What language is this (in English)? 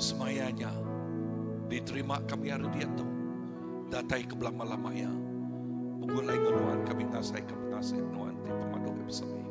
Iban